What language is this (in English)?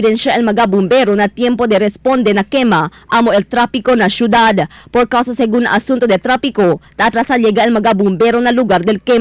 Chavacano